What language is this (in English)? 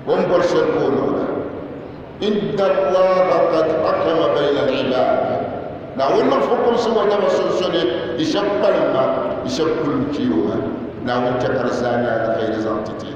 Dagbani